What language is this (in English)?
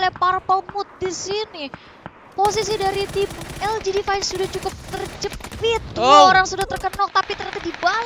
Indonesian